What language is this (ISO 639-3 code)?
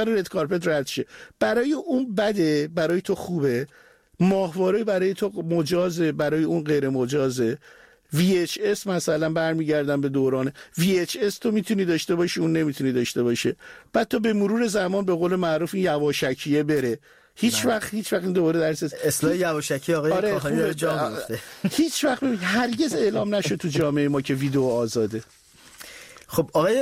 fas